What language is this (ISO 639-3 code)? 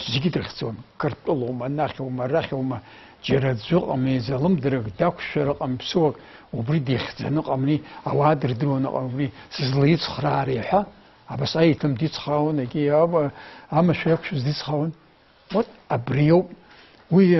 abk